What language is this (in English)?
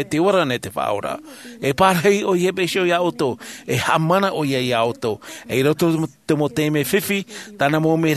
Tahitian